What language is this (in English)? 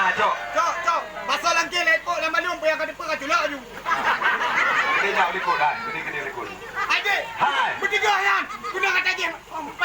Achinese